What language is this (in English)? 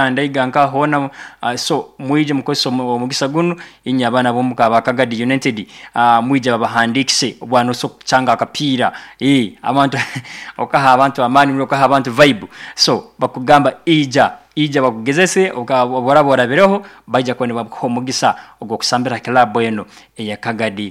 Nyoro